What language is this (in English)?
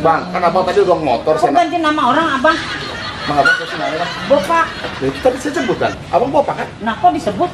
Betawi